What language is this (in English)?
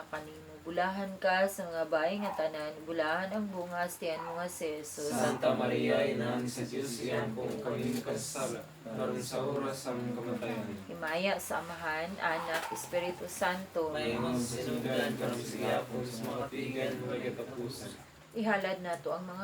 Cebuano